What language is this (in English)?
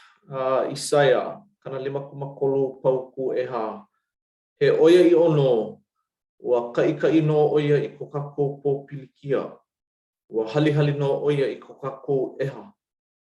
Hawaiian